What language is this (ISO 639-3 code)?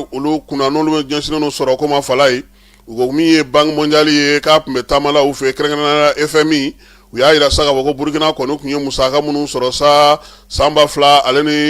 bam